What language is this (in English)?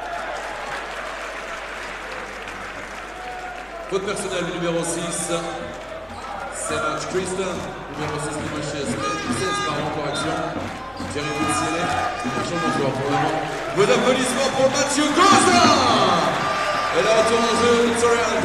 French